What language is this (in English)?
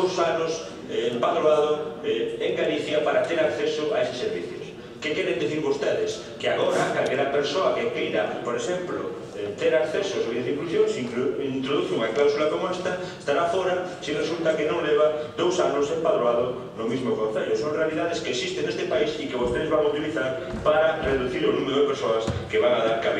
Galician